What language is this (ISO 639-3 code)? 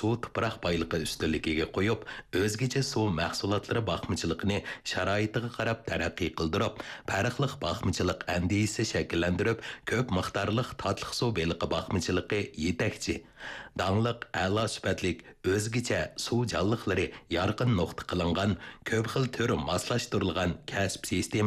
uig